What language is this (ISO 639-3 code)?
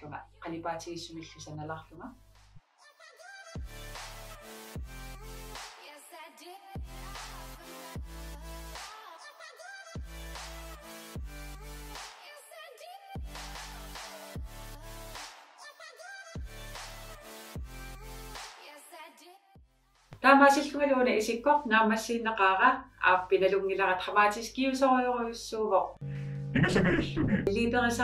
kal